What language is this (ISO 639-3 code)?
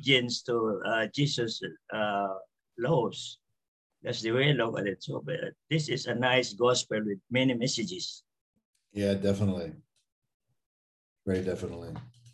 eng